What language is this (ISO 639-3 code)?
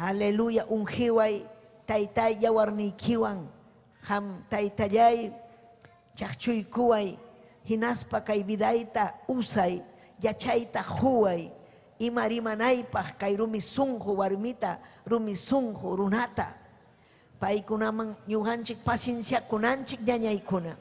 quy